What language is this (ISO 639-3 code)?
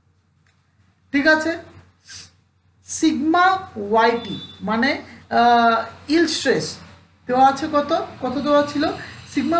ben